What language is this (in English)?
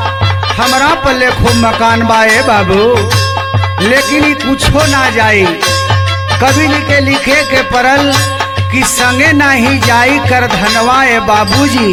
Bhojpuri